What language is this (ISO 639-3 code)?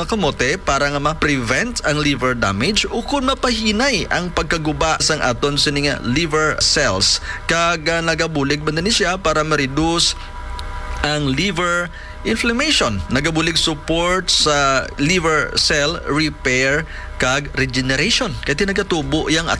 hil